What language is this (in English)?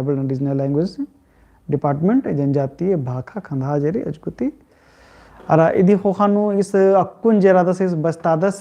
Kurukh